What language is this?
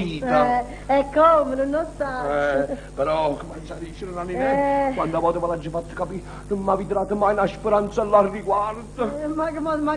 Neapolitan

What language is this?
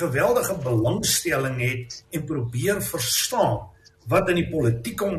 Afrikaans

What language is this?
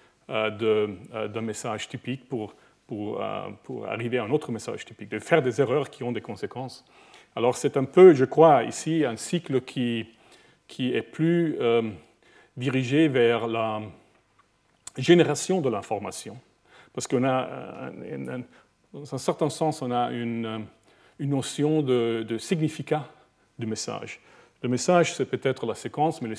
French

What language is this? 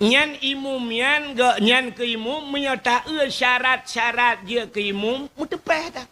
Achinese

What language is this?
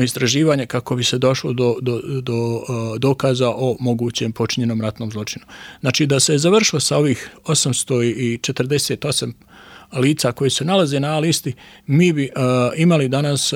Bosnian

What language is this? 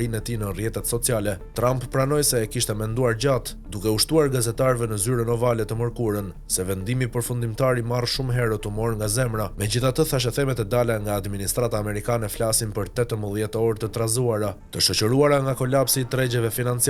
Albanian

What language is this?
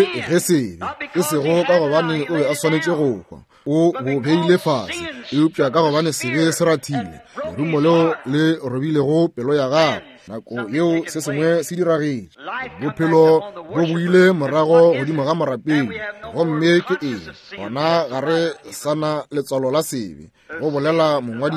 Northern Sotho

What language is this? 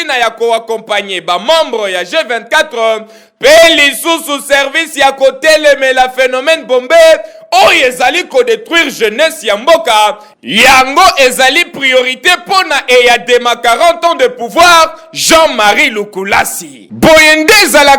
Lingala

